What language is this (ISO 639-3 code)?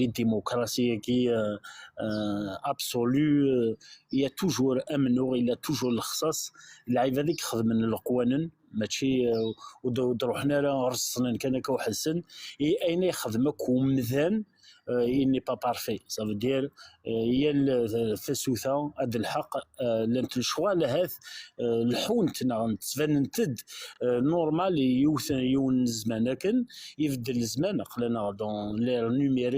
kab